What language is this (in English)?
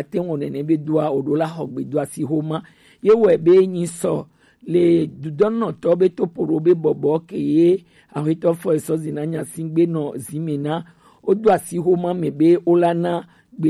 Gen